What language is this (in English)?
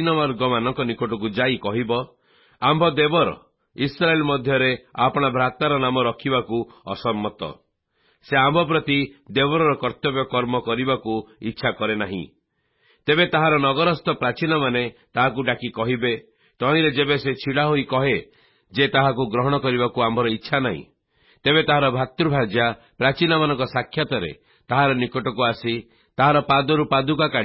Odia